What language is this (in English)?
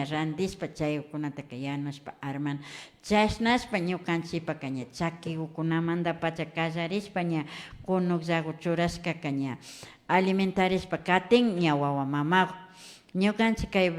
Imbabura Highland Quichua